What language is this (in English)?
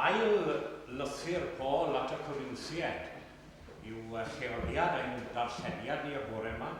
Welsh